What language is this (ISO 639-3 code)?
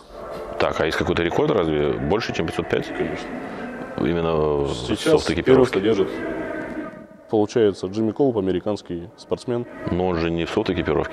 rus